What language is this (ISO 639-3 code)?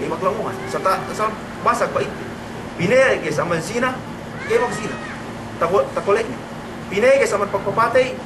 yka